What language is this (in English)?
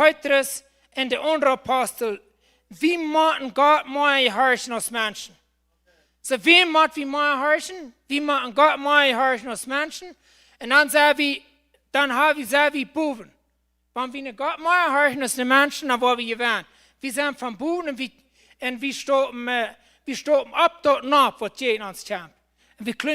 Plautdietsch